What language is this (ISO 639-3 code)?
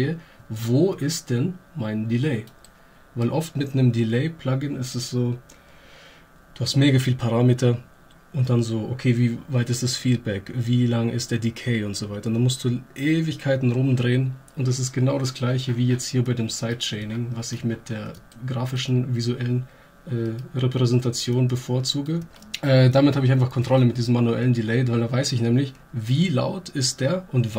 deu